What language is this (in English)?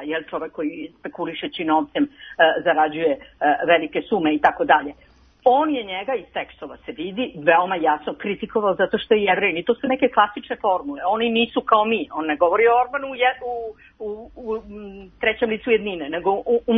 Serbian